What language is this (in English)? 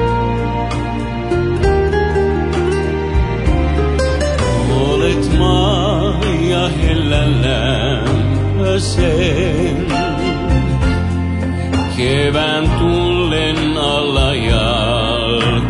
Finnish